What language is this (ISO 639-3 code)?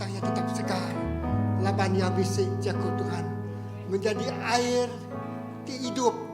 iba